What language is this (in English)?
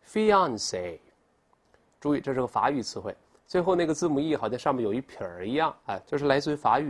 Chinese